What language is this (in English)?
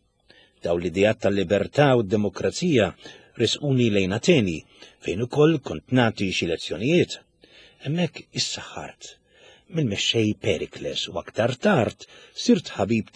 Maltese